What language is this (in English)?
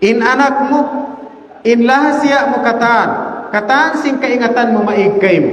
Tausug